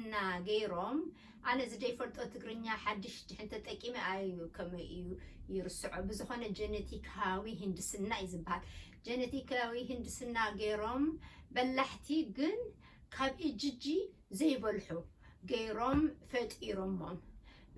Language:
Tigrinya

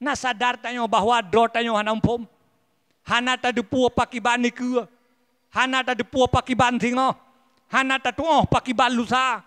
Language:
Achinese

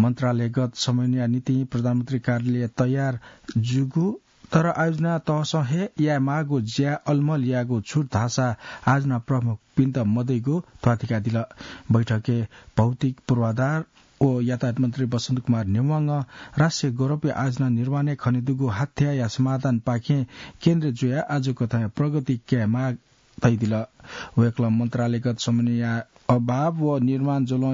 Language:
Newari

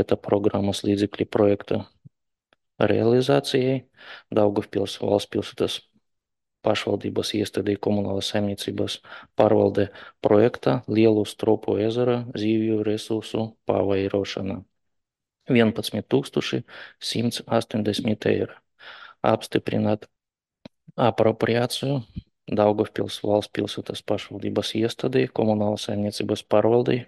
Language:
Latvian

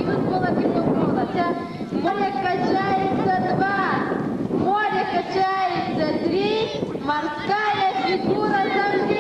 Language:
Yakut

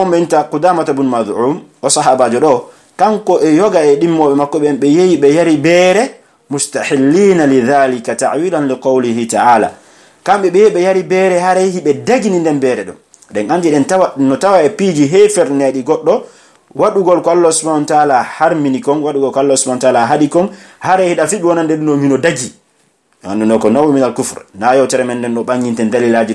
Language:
Pular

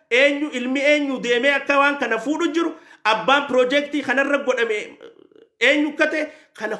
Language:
Oromo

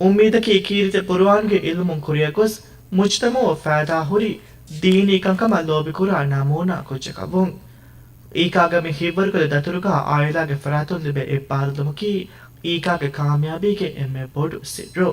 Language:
Divehi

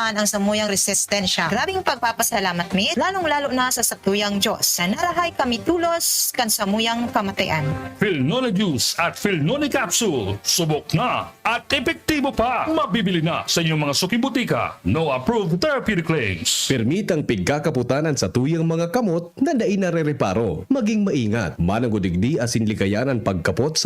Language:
Bikol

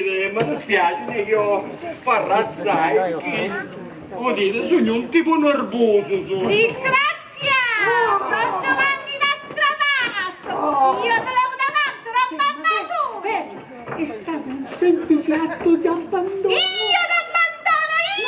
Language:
Sicilian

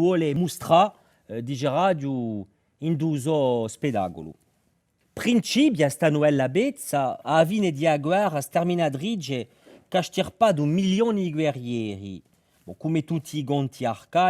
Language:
Corsican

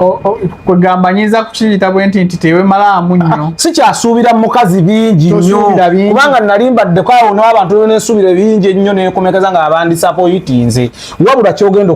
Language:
Ganda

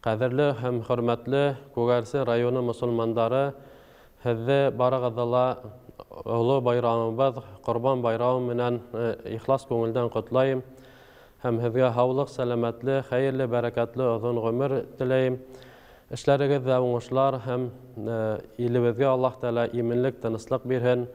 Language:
Bashkir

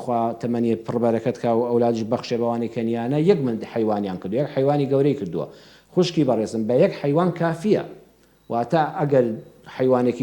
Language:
Central Kurdish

